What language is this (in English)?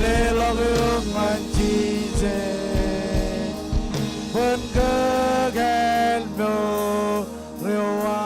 Marshallese